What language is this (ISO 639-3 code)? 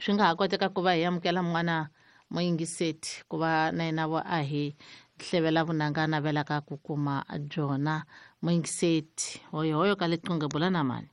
tso